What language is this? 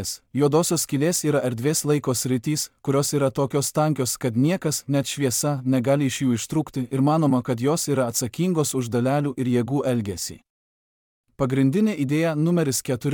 Lithuanian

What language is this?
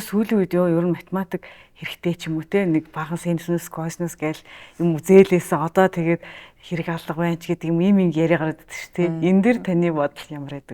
Mongolian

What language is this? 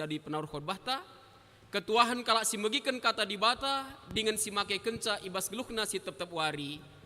Batak Karo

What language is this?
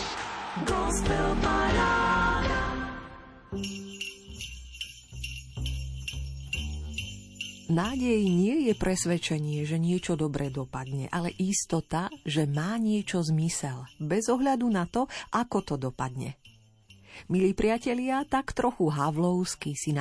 Slovak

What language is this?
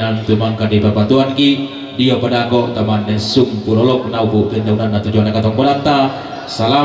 Toraja-Sa'dan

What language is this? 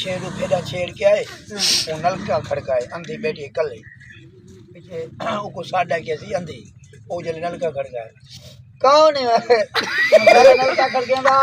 Saraiki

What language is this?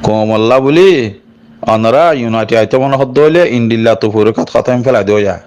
Rohingya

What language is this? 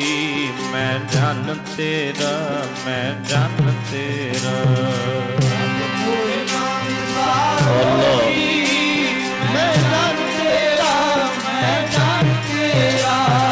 Punjabi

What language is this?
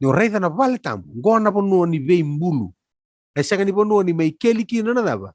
Fijian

